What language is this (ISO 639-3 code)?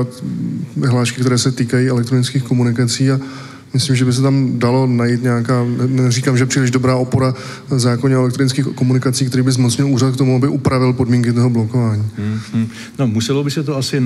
ces